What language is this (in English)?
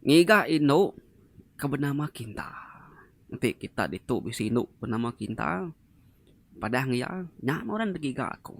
Iban